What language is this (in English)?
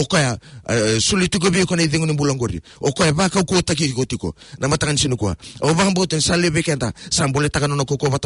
Fijian